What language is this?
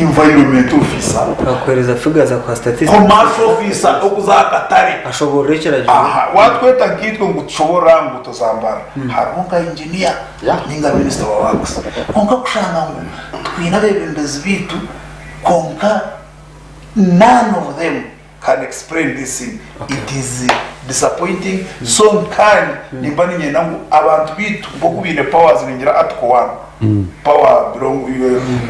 Nyankole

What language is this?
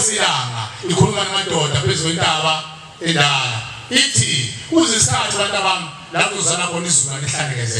Zulu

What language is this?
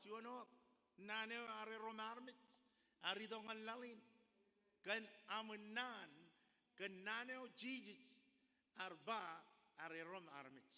Marshallese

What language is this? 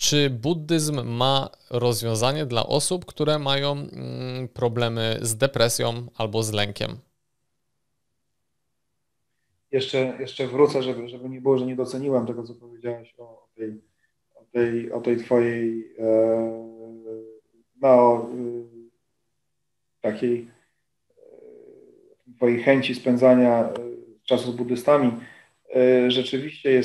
Polish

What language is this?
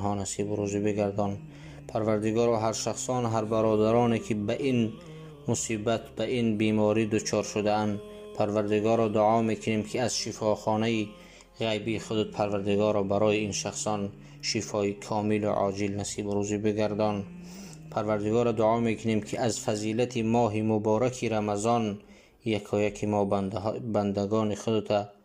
Tajik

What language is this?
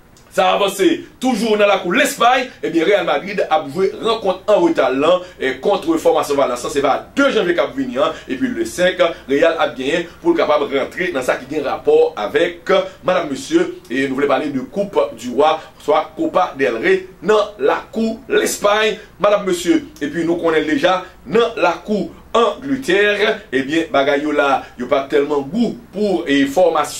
Haitian Creole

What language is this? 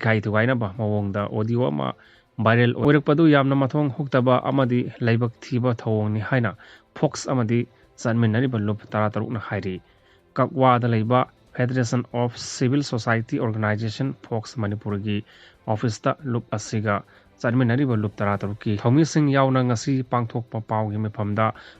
Manipuri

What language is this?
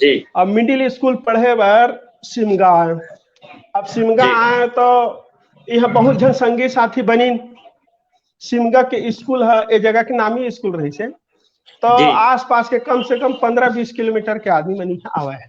Chhattisgarhi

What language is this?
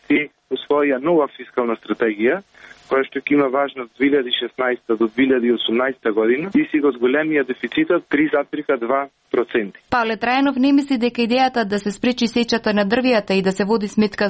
Macedonian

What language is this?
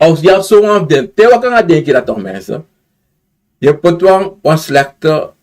Sranan Tongo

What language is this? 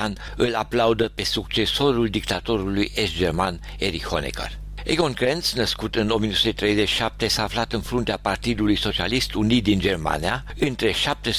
Romanian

